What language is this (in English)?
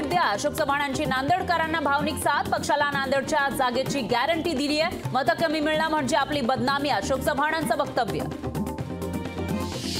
Marathi